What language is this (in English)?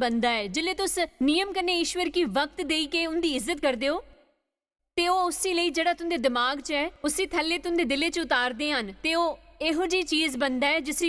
Dogri